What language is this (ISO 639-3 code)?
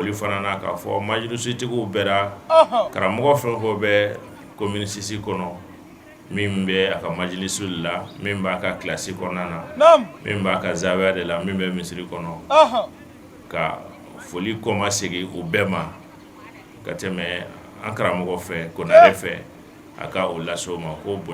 bam